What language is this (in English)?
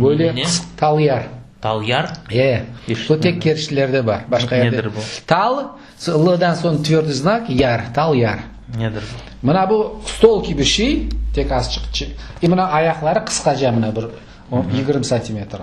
Crimean Tatar